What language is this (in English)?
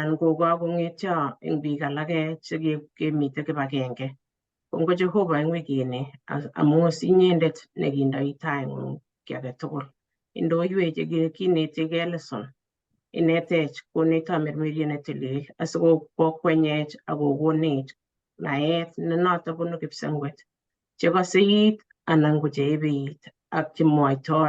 Kalenjin